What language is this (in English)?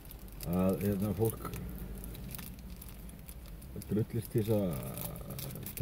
Icelandic